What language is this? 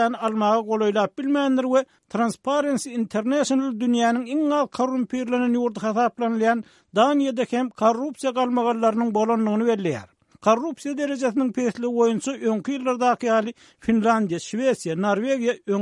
Turkmen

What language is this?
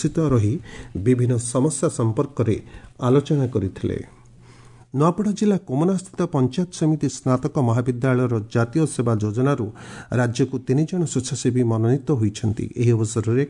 Odia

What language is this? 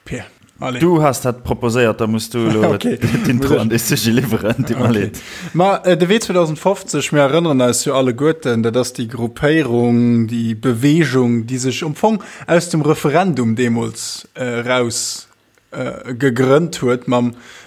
Luxembourgish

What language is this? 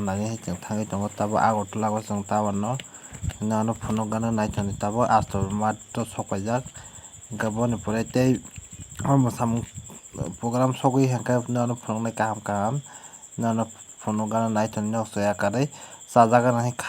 Kok Borok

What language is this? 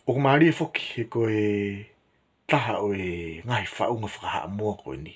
Tongan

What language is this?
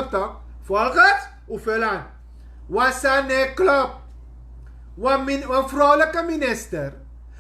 Sranan Tongo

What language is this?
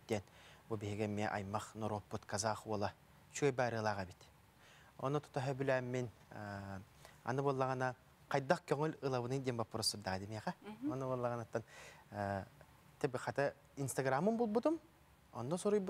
Yakut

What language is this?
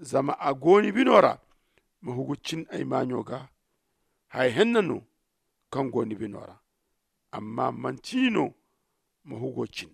Zarma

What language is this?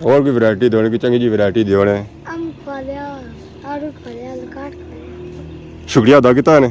Pahari-Potwari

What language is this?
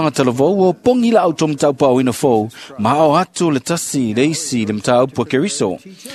Samoan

